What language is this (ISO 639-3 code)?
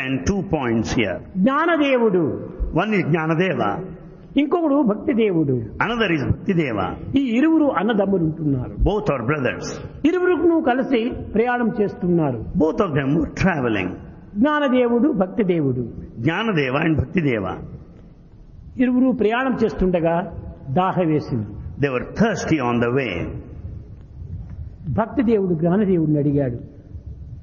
tel